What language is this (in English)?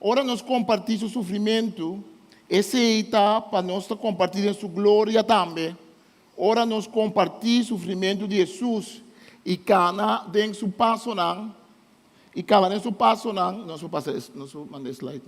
Papiamento